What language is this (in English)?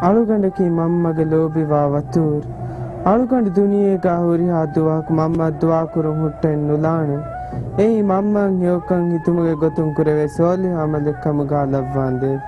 Divehi